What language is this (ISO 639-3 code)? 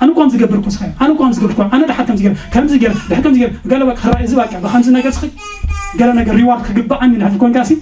tir